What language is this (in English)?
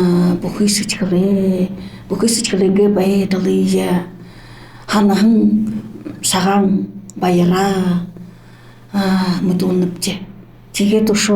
Buriat